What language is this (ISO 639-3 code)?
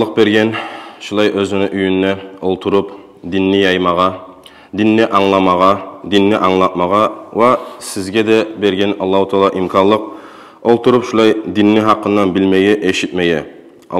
kum